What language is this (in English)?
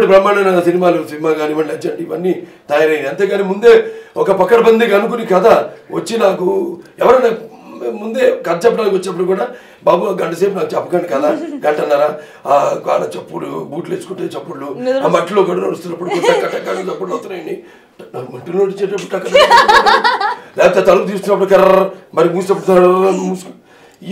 Telugu